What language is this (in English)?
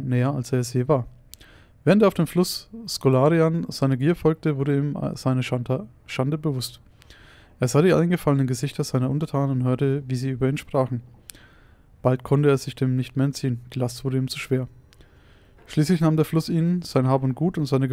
German